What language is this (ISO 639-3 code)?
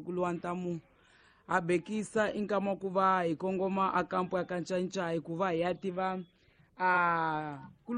tso